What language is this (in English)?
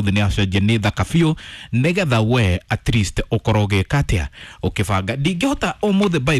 Kikuyu